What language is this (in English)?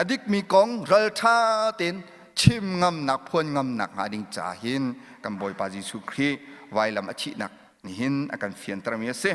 Hakha Chin